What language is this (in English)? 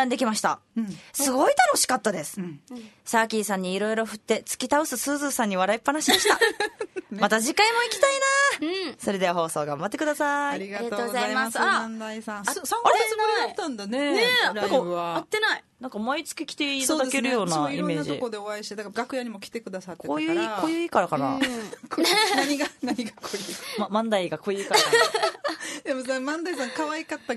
Japanese